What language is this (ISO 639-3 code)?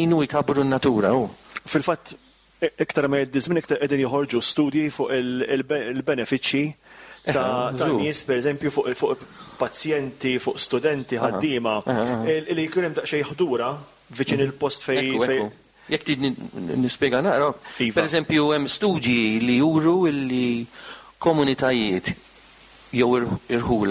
mlt